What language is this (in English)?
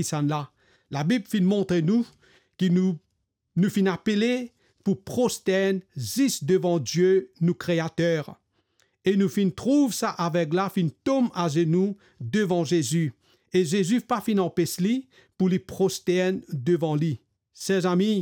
Morisyen